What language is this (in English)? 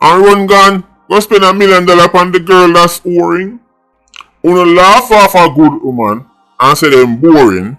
Jamaican Creole English